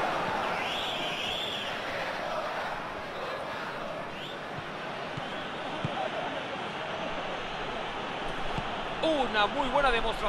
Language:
Spanish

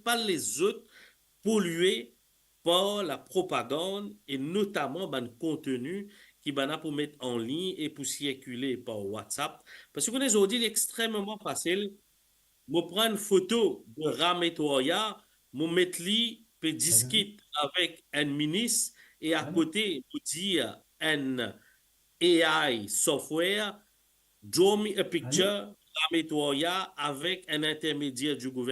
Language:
Morisyen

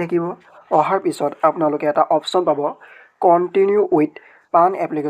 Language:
Assamese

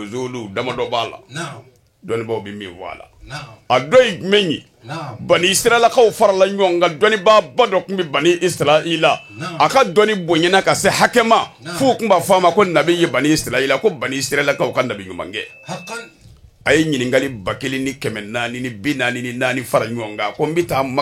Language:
Bambara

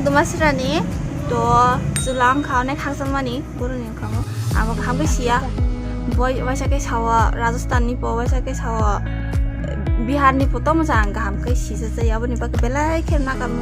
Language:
Kok Borok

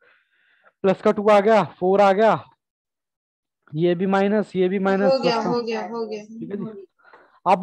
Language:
Hindi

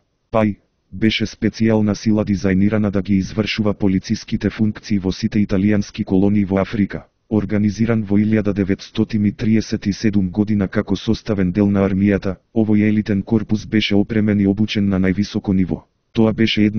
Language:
Macedonian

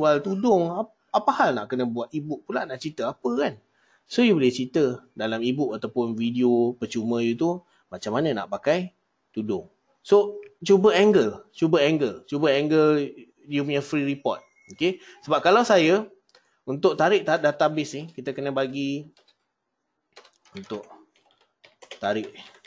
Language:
Malay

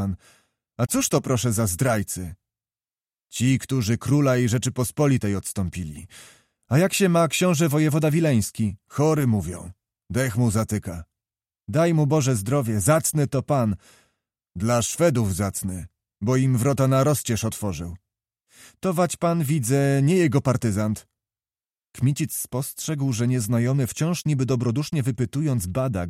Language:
Polish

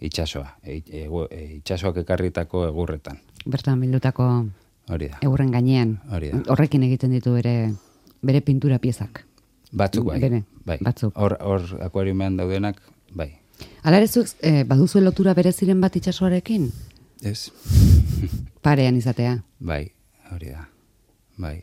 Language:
Basque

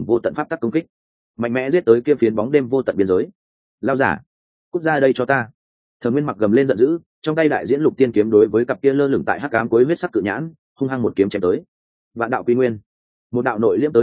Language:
Vietnamese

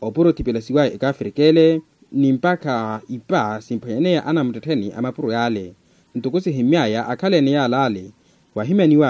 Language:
Makhuwa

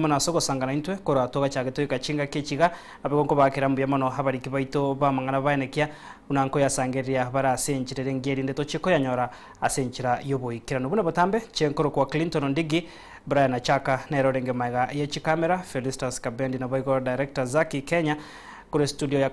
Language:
Gusii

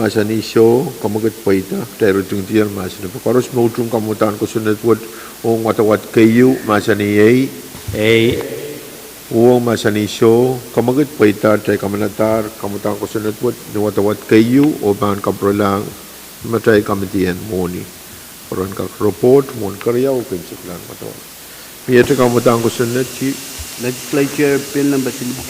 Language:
Pohnpeian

